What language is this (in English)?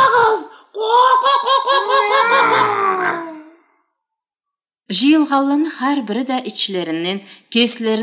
Karachay-Balkar